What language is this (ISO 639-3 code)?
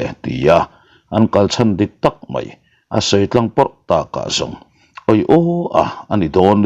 lus